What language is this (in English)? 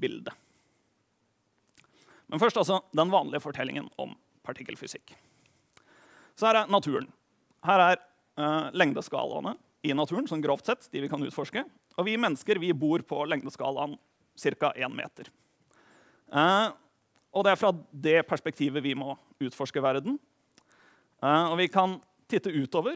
Norwegian